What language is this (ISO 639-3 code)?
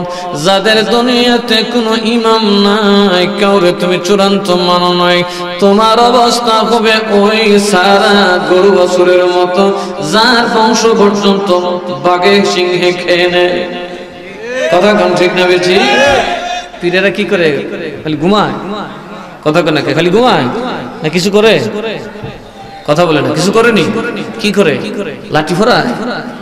ben